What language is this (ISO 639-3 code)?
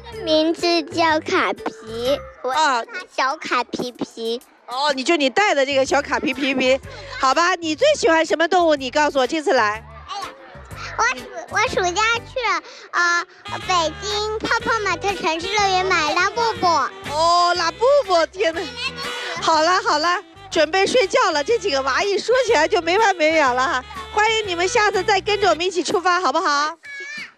zho